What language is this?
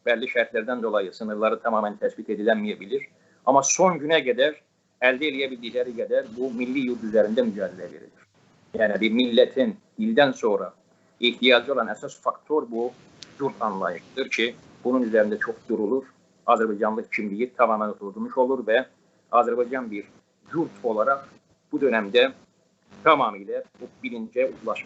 South Azerbaijani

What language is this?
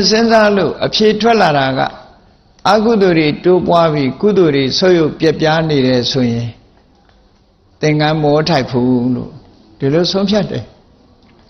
Burmese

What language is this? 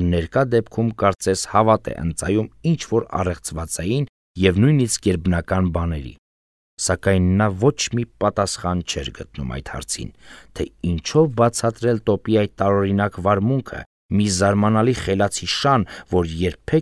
Armenian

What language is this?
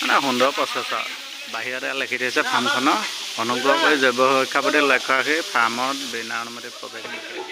Assamese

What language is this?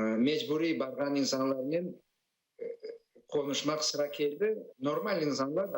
Crimean Tatar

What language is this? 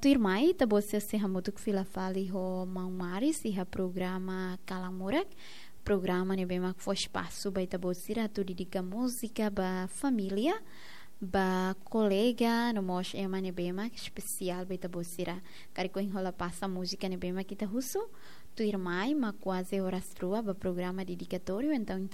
Tetum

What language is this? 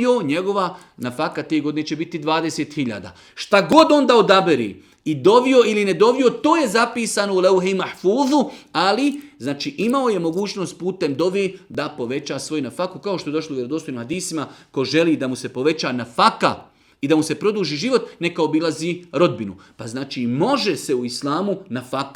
Bosnian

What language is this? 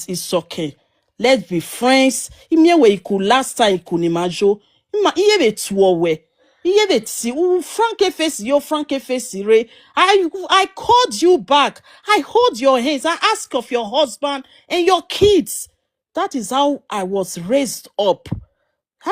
Nigerian Pidgin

